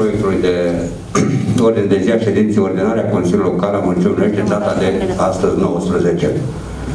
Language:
Romanian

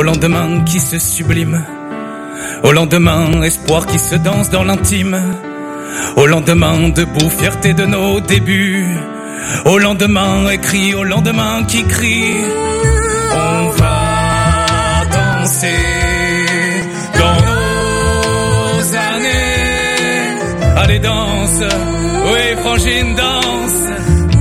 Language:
French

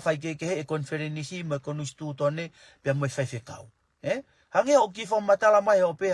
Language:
Tongan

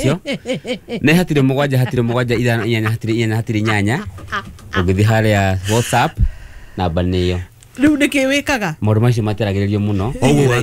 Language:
Kikuyu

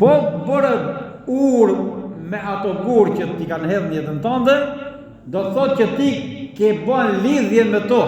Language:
Albanian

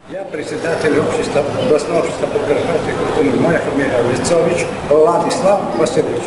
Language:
Rusyn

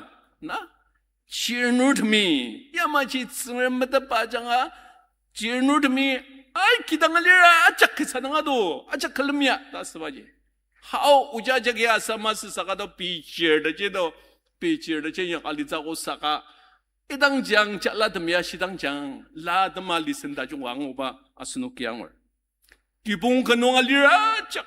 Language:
Ao Naga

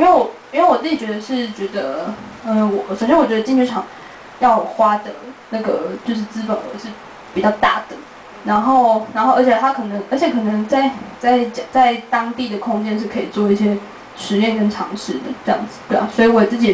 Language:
Chinese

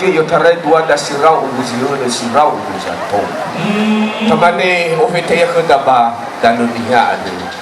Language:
Nias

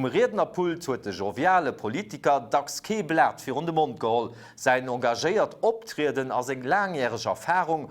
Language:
Luxembourgish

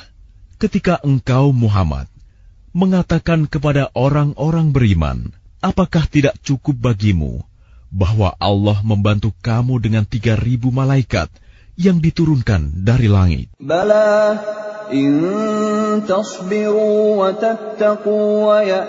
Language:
Indonesian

